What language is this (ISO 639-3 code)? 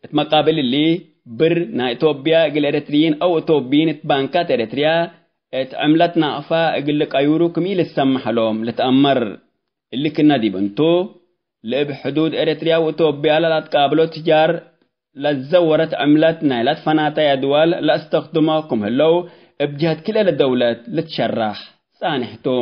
tig